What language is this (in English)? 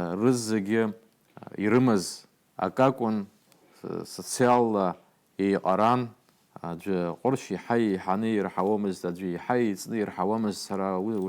Abkhazian